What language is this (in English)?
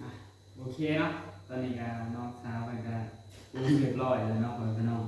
Northeastern Thai